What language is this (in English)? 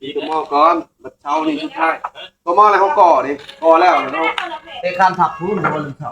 Northeastern Thai